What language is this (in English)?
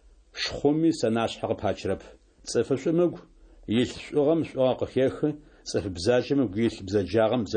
Adyghe